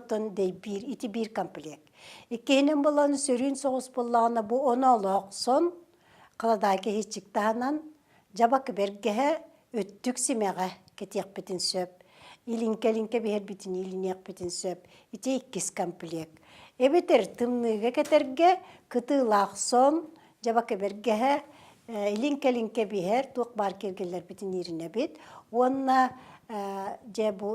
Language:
Yakut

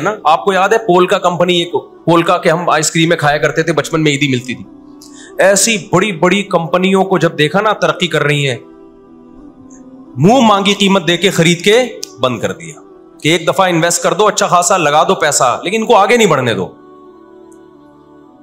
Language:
Urdu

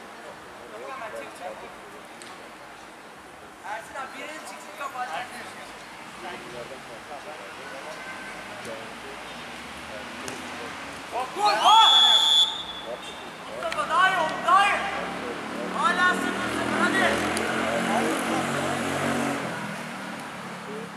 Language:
Turkish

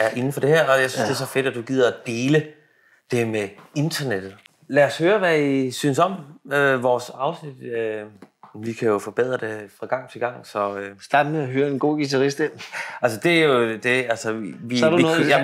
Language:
Danish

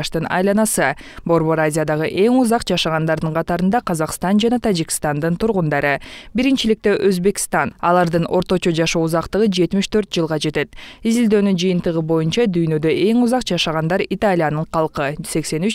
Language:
Kyrgyz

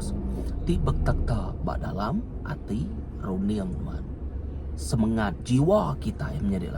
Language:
Iban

